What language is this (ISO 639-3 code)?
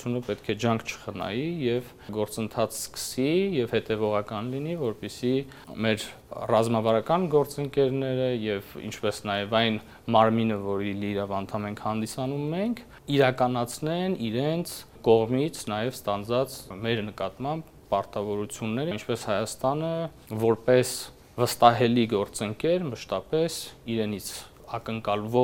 hye